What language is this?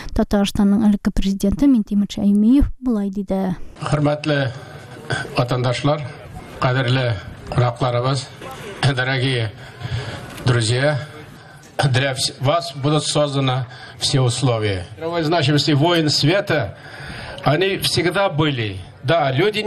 Tatar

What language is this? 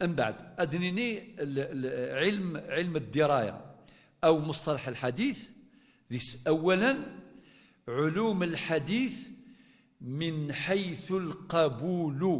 Kabyle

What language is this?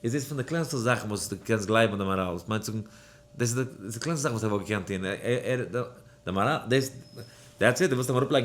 Yiddish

